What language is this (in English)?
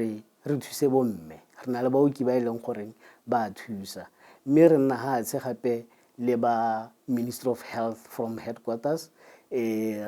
Tswana